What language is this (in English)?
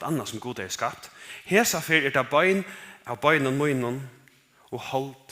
Faroese